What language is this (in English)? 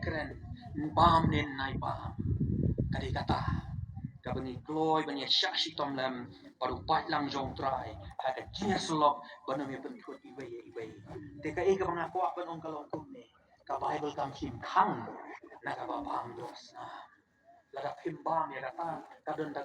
Khasi